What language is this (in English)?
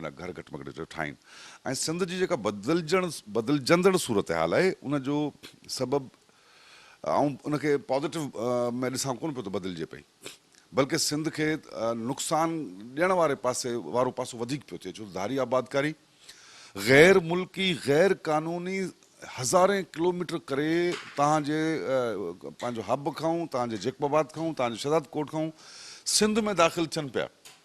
Sindhi